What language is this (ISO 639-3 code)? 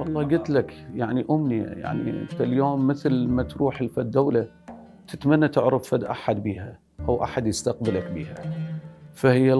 acm